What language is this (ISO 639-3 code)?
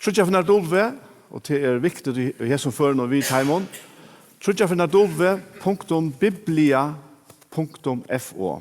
fao